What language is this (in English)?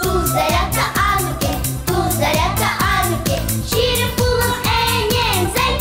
Chuvash